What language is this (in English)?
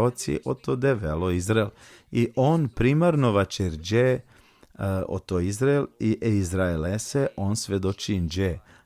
Balkan Romani